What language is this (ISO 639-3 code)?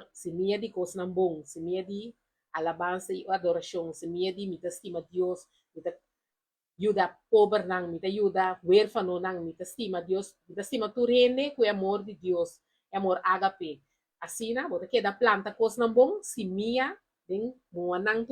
pap